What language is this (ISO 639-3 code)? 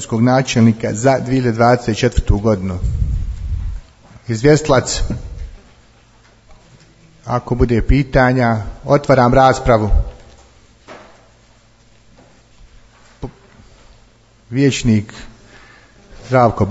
bos